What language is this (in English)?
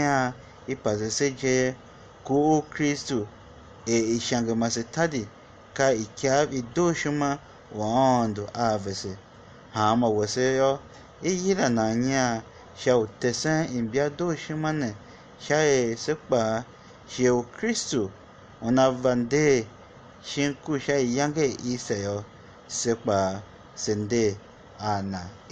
Tiv